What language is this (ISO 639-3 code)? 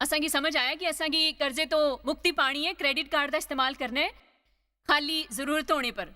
doi